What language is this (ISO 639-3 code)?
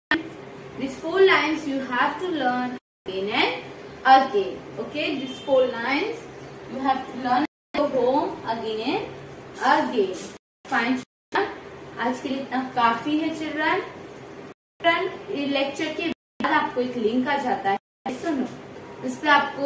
eng